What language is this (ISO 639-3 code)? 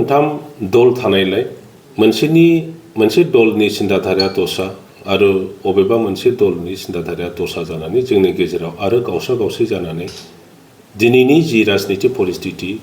brx